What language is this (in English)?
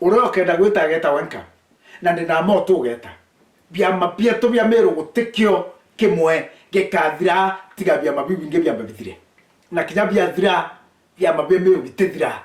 Meru